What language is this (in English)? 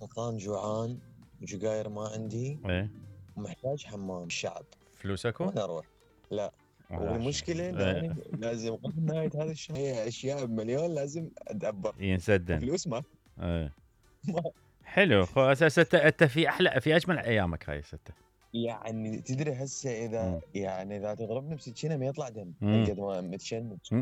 Mesopotamian Arabic